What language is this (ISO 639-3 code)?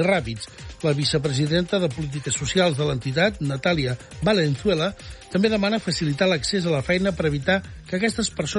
cat